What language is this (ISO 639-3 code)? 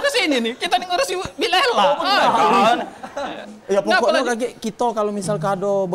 mui